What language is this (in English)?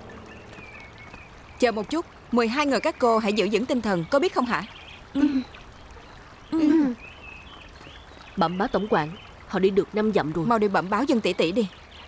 Vietnamese